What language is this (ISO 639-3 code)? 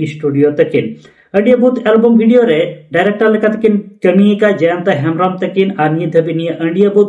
sat